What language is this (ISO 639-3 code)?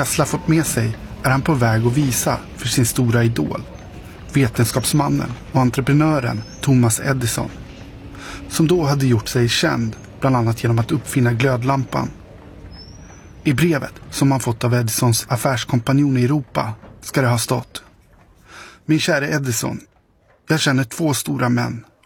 swe